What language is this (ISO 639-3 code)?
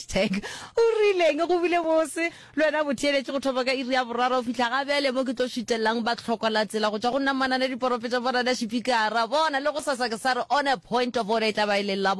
nso